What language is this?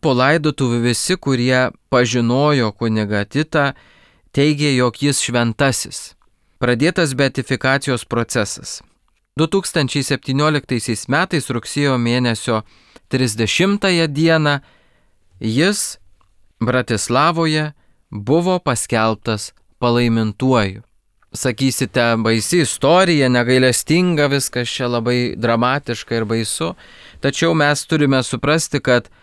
Lithuanian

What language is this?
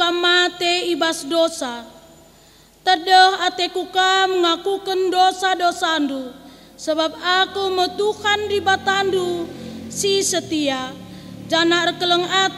Batak Karo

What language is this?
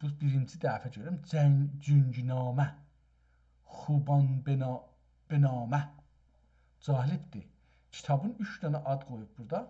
South Azerbaijani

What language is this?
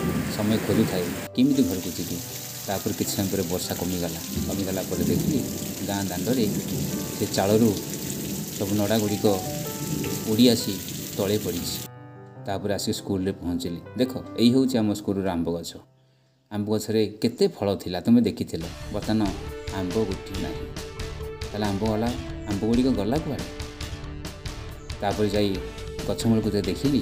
Odia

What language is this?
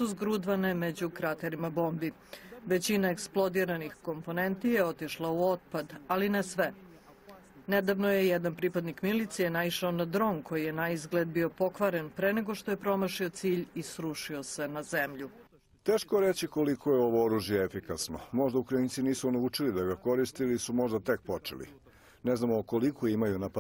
Serbian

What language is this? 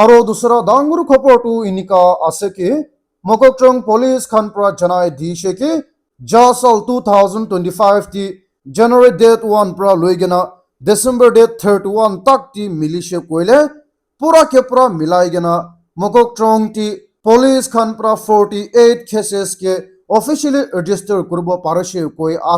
Naga Pidgin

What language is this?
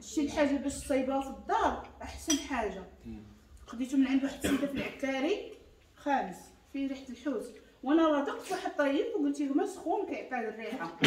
Moroccan Arabic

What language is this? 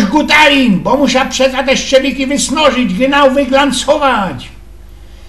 Silesian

